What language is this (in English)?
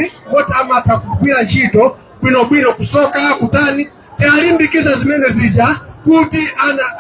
Nyanja